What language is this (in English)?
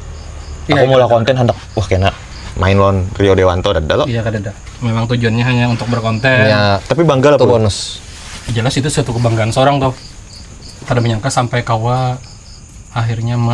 Banjar